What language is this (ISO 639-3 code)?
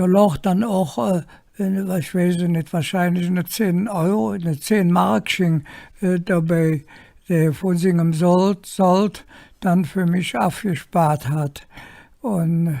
ksh